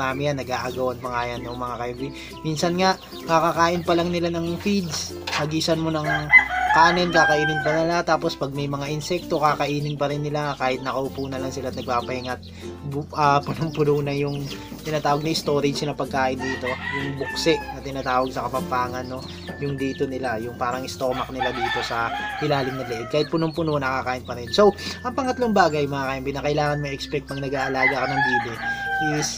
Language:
Filipino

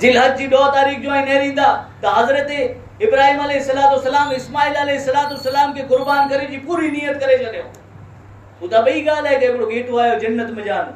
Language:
Kachhi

